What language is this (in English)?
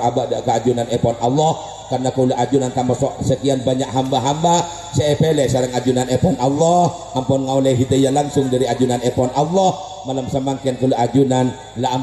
Madurese